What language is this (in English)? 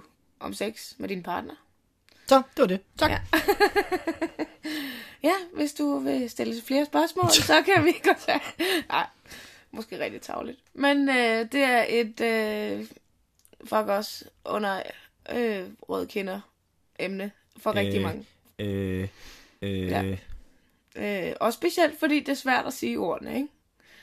Danish